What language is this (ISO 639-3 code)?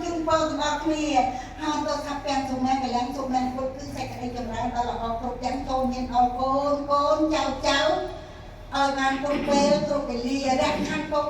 khm